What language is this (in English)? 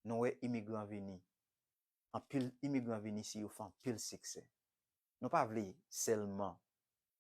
Haitian Creole